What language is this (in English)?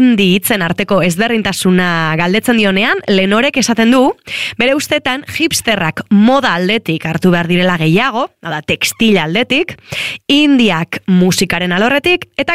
Basque